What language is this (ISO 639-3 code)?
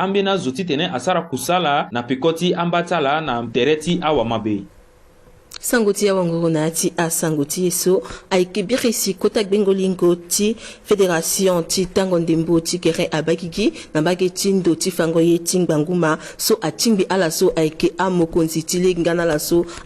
sag